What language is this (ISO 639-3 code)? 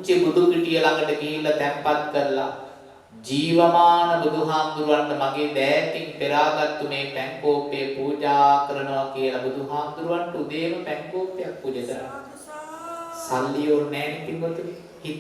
sin